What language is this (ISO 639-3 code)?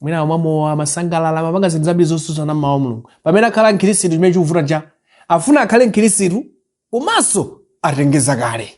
nya